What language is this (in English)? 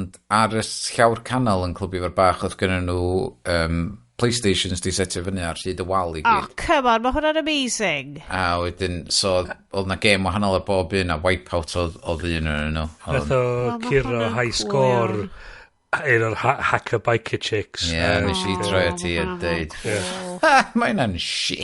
Welsh